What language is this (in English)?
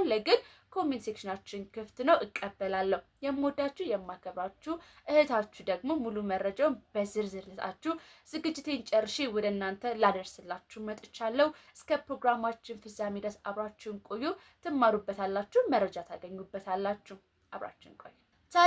Amharic